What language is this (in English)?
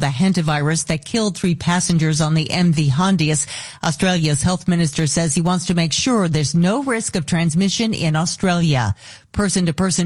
English